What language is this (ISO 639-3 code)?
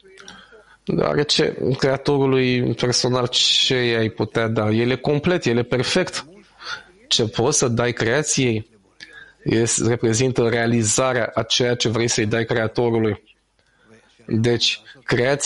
ron